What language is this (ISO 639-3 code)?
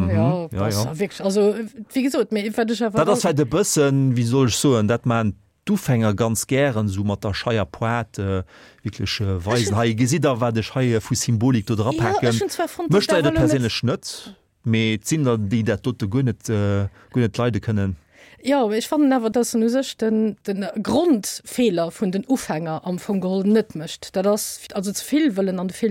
ltz